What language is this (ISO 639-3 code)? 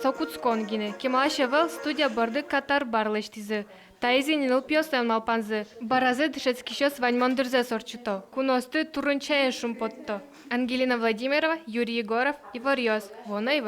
udm